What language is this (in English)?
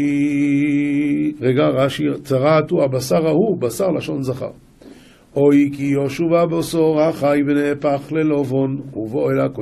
Hebrew